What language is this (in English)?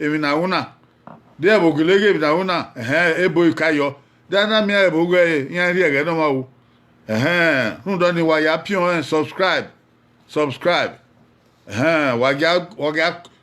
Bini